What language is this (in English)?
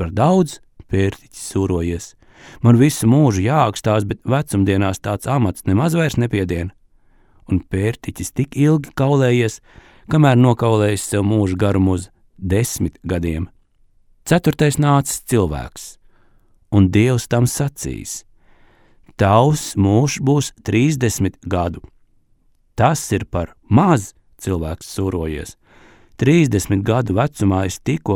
Latvian